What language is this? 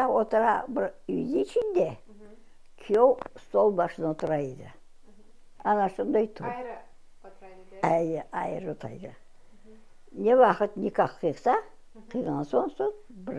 Crimean Tatar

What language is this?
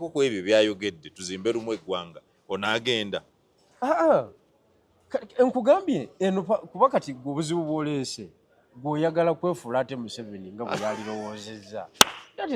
Ganda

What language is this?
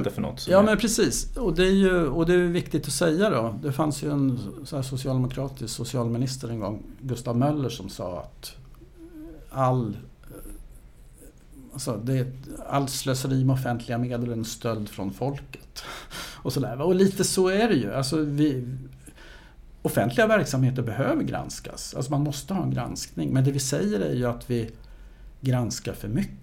Swedish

